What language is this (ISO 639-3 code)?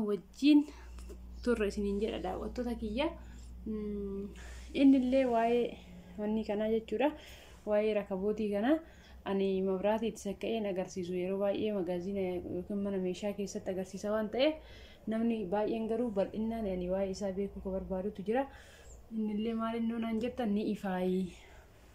orm